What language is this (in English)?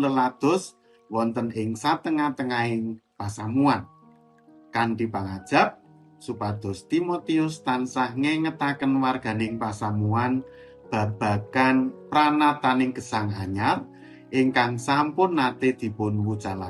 Javanese